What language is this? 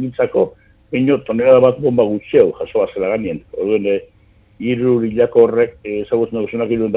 Basque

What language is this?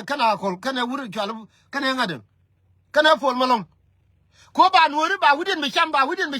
Nuer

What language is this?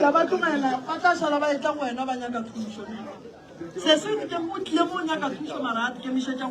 Northern Sotho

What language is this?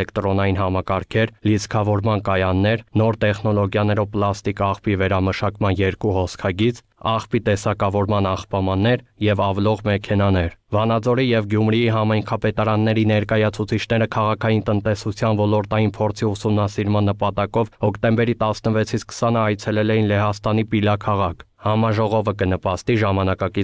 Armenian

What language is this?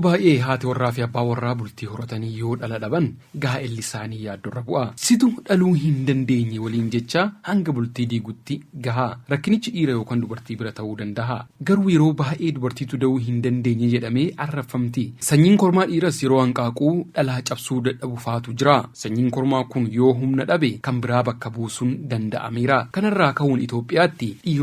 Oromo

